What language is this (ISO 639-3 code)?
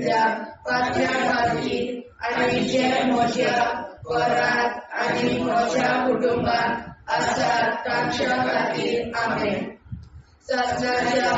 kok